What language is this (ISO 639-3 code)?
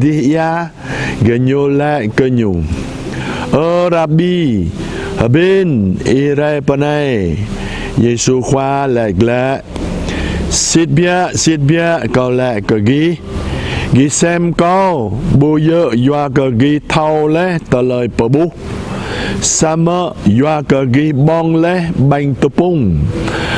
jra